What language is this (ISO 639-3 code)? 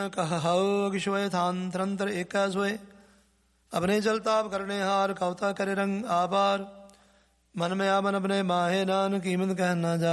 pan